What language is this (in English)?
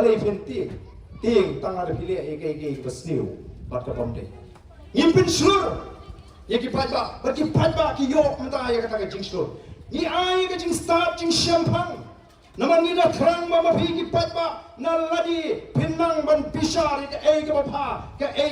Khasi